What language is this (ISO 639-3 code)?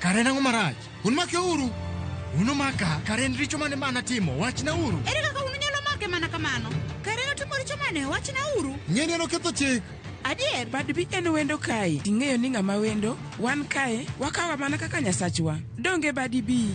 luo